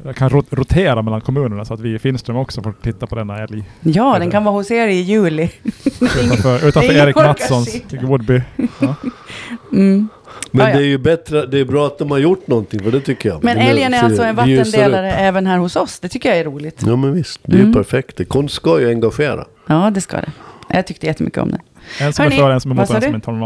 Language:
Swedish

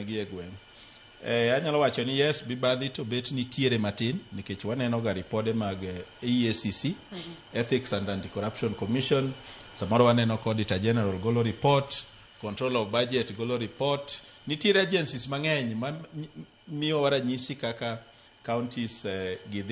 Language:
Luo (Kenya and Tanzania)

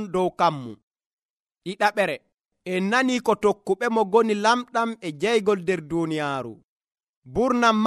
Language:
Nigerian Fulfulde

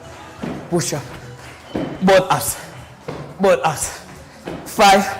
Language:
Kamba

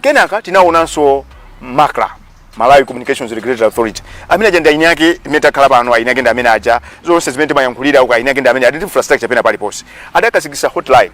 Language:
Nyanja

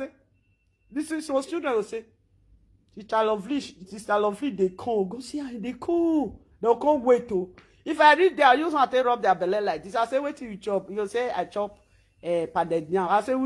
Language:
Nigerian Pidgin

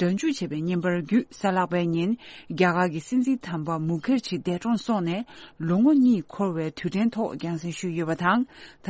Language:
Tibetan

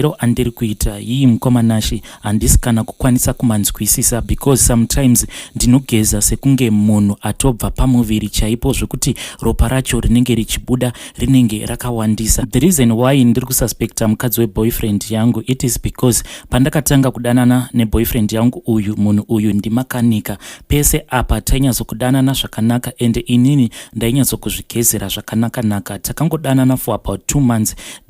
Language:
Shona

